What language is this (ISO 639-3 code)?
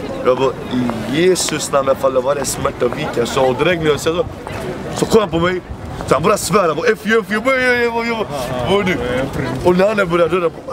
swe